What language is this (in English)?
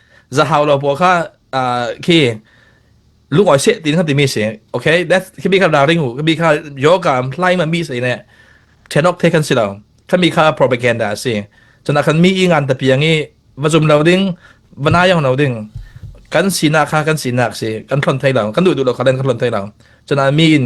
Falam Chin